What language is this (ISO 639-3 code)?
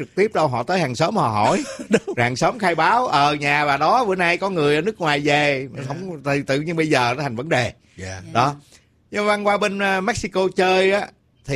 vie